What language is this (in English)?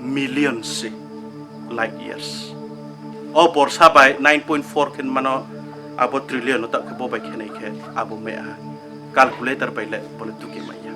Riang (India)